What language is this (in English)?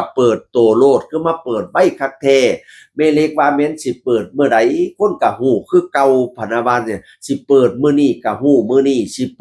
Northeastern Thai